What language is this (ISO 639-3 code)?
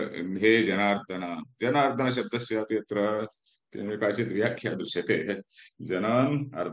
san